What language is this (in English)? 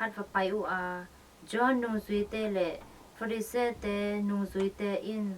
Tedim Chin